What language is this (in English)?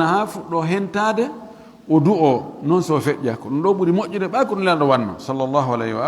Fula